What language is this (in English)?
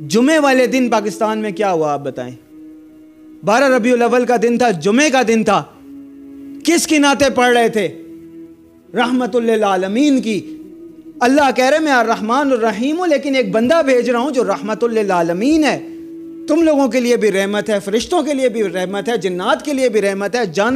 Urdu